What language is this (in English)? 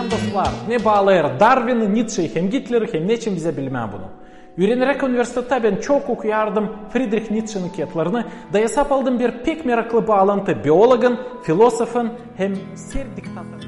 Gagauz